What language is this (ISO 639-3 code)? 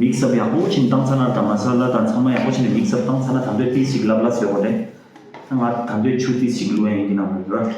bod